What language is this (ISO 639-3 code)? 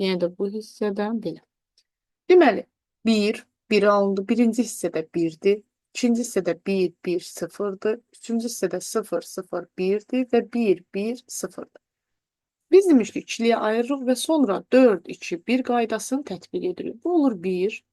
aze